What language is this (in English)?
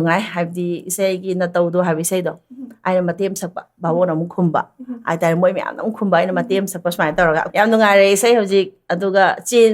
Manipuri